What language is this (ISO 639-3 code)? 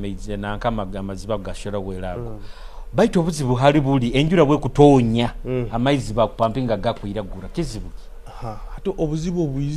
nyo